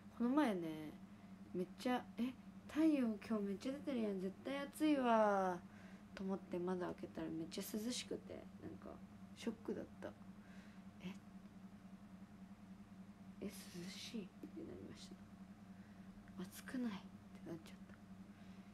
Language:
Japanese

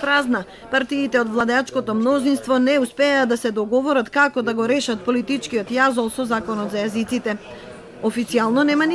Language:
Macedonian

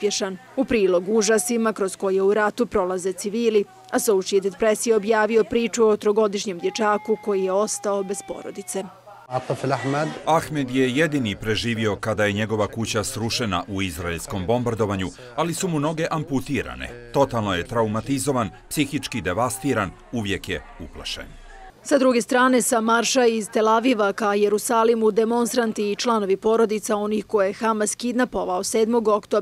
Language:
Bosnian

